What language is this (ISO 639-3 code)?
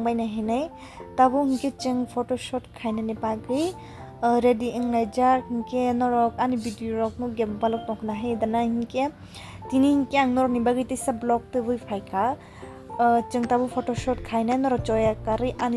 trp